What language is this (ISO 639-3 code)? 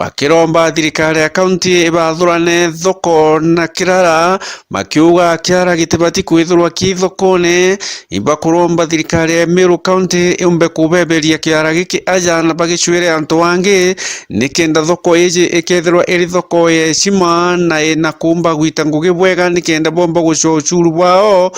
mer